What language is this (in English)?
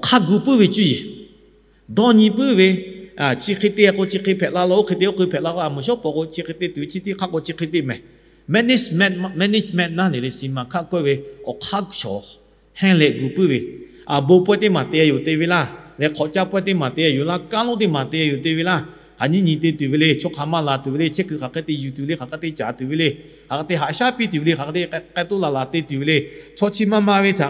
Lahu